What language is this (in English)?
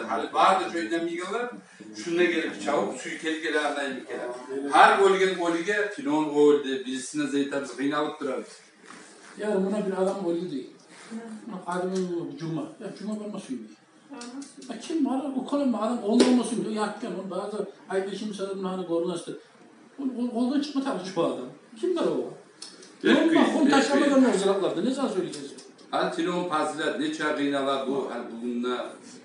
Kumyk